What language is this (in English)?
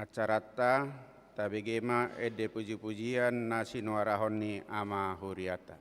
Batak Toba